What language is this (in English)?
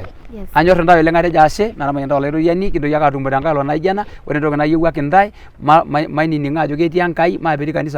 Masai